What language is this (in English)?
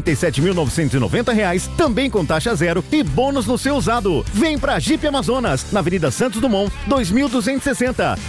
Portuguese